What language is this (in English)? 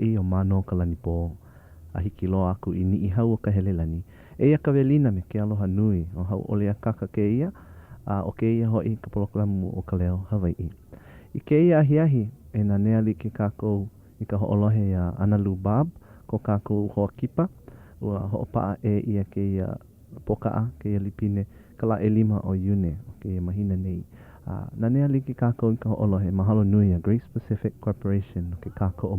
Hawaiian